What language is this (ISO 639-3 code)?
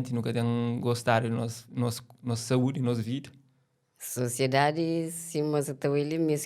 kea